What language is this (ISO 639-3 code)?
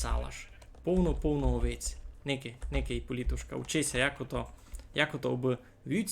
rue